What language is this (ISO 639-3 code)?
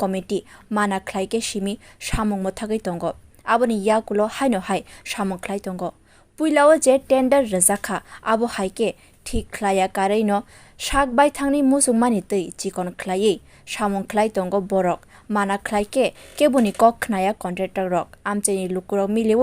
trp